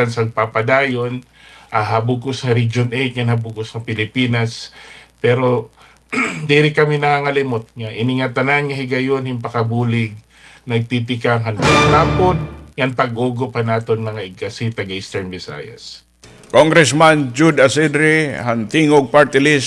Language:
Waray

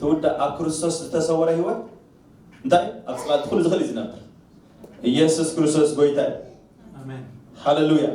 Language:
Tigrinya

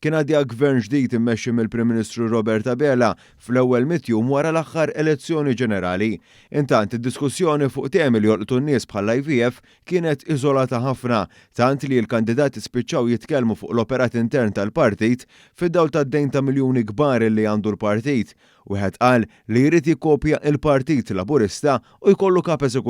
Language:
Maltese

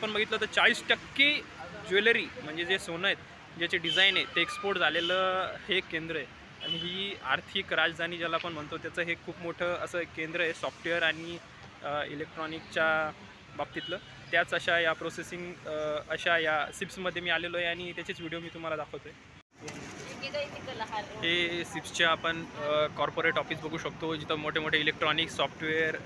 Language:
Marathi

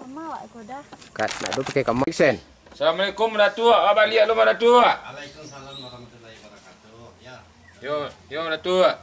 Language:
Minangkabau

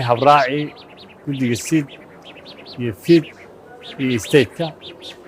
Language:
Somali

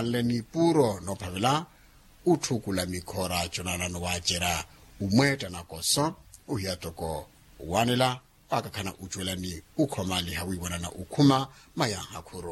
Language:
Makhuwa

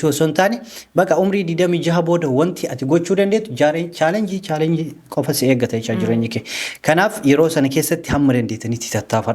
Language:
Oromo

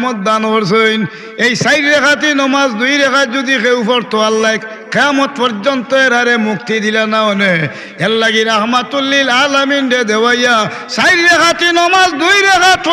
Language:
Sylheti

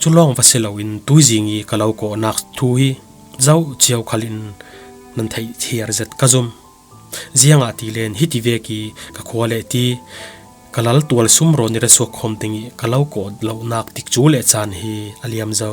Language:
Falam Chin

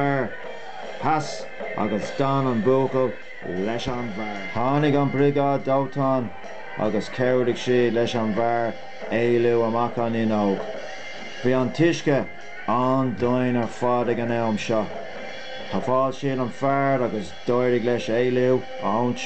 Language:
Irish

